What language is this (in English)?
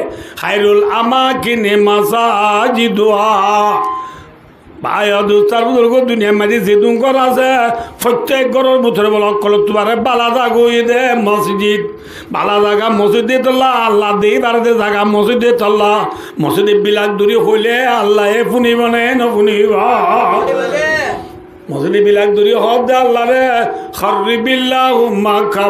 Rohingya